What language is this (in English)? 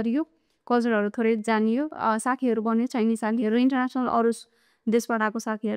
Nepali